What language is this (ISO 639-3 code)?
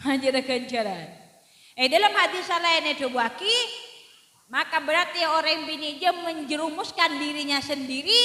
mad